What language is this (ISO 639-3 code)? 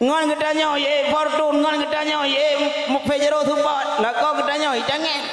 ace